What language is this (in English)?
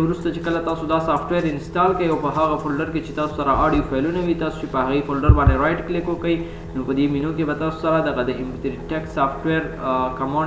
Pashto